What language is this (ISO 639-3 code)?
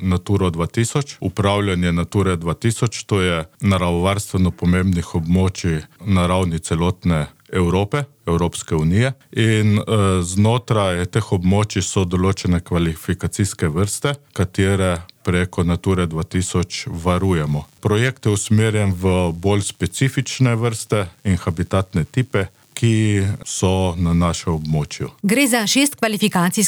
slv